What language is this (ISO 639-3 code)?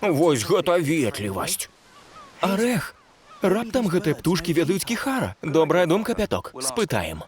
bel